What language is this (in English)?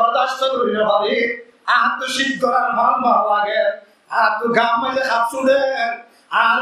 Rohingya